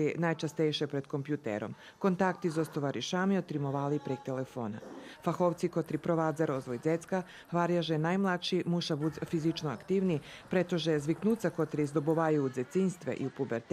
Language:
Rusyn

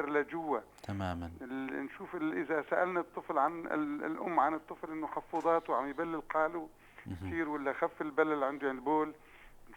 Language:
North Levantine Arabic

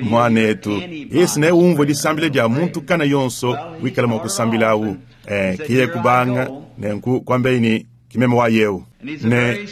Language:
Luba-Lulua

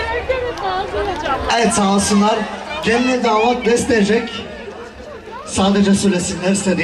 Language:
Turkish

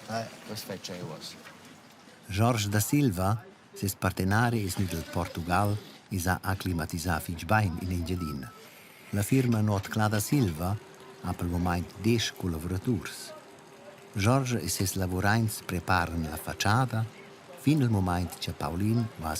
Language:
Romansh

